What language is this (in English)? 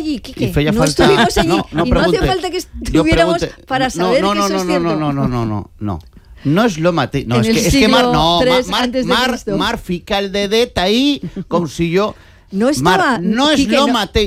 Catalan